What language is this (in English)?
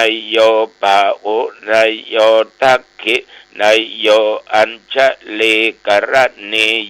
Pali